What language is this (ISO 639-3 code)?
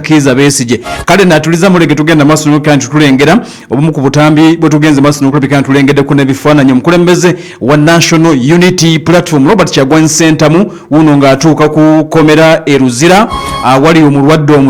lug